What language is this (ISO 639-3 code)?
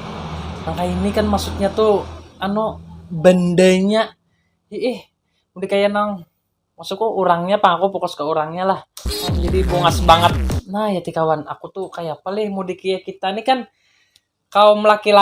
bjn